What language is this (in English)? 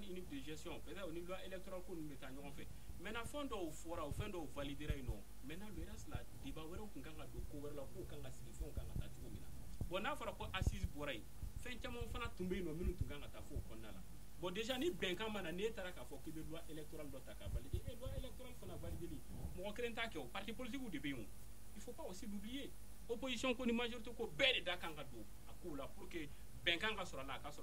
Bambara